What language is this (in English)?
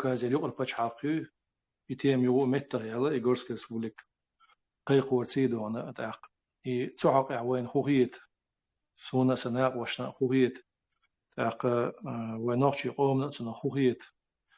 Chechen